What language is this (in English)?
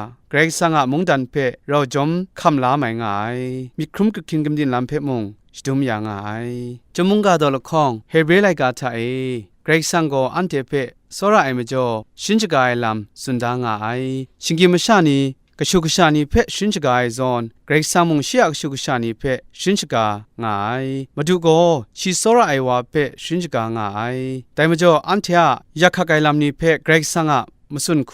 Kachin